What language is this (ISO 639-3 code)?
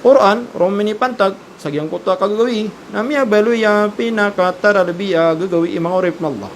mrw